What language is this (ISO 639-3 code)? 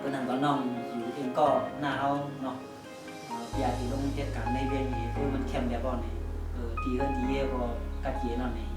shn